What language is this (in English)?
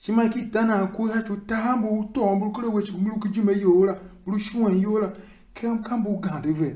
Tiv